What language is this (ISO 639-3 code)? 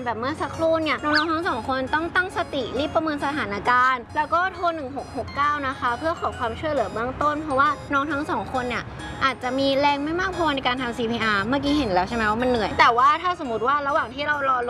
tha